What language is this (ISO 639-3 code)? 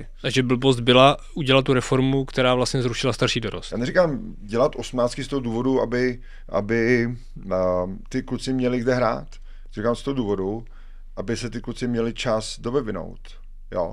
ces